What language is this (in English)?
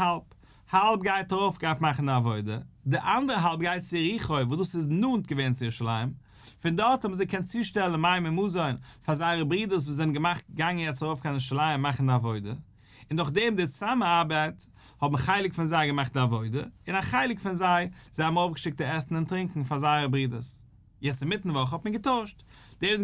Yiddish